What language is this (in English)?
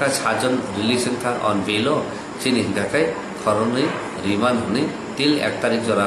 Kok Borok